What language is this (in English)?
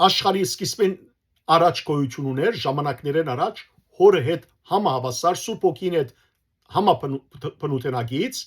Western Armenian